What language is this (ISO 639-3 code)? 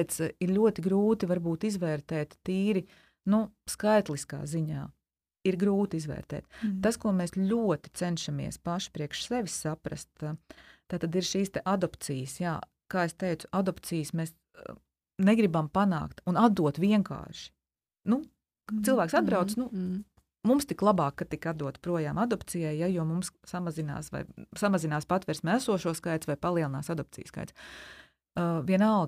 lav